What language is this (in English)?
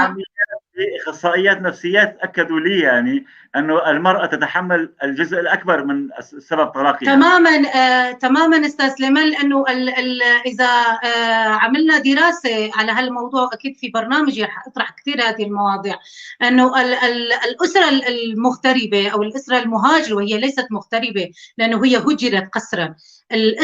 North Levantine Arabic